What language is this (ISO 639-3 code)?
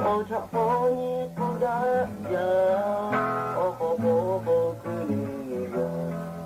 lhu